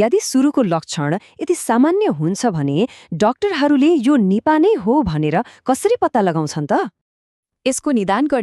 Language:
Nepali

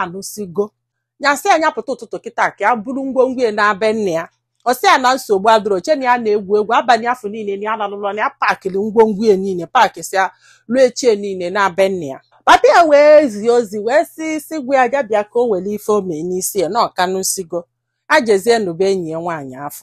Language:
Igbo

